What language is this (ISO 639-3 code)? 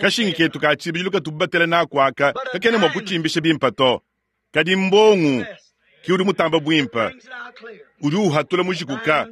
lua